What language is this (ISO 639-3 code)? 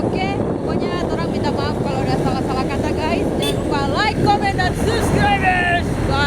xmm